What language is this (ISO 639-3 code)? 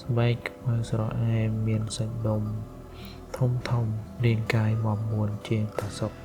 khm